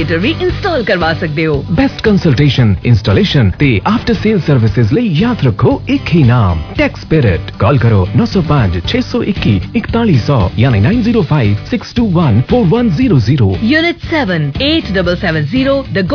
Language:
Punjabi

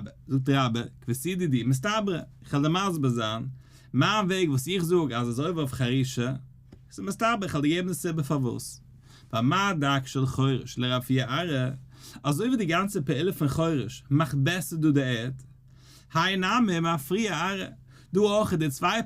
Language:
Yiddish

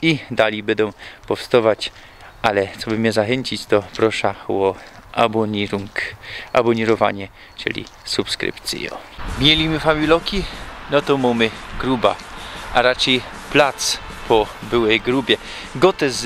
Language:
Silesian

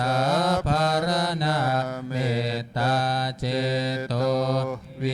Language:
Pali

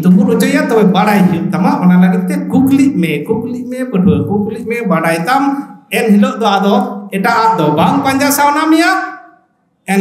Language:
Santali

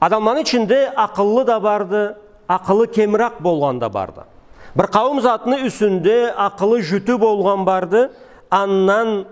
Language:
Karachay-Balkar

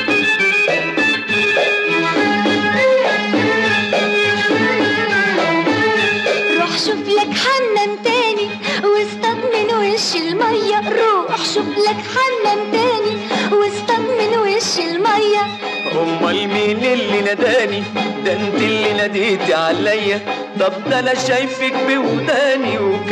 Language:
Egyptian Arabic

